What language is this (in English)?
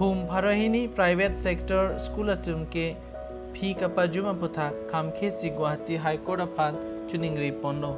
Karbi